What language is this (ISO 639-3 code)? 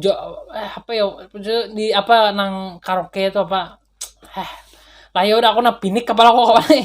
bjn